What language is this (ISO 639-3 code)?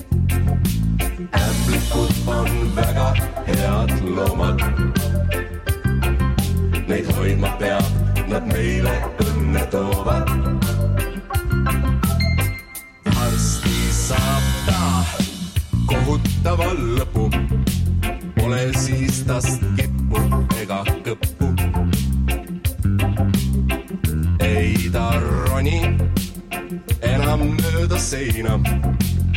est